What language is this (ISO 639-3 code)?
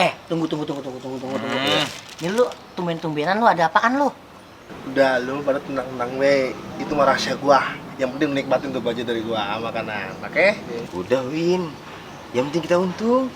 bew